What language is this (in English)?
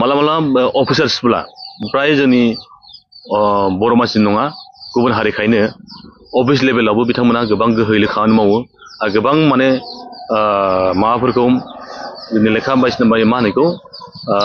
Bodo